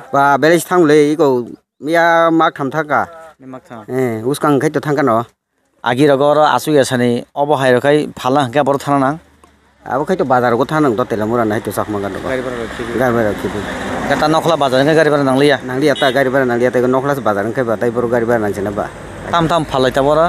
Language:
Kok Borok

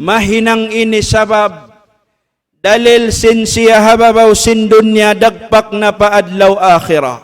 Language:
Tausug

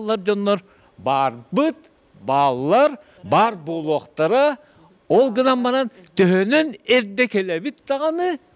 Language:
Yakut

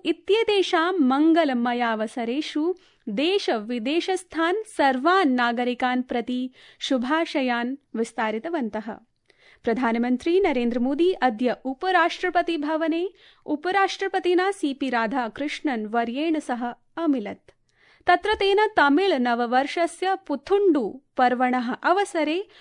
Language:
Sanskrit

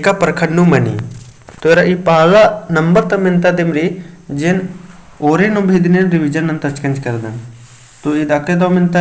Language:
Kurukh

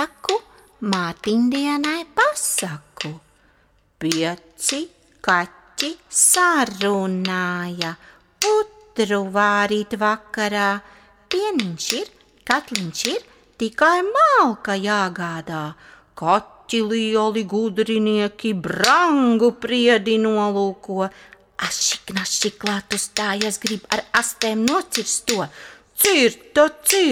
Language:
Latvian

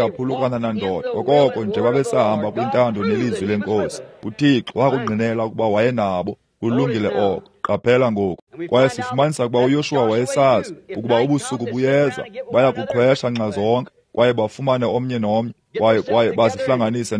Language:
Xhosa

